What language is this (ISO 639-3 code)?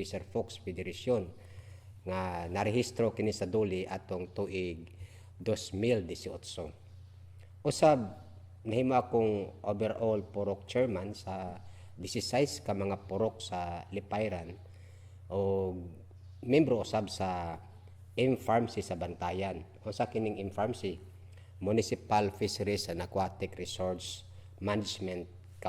ceb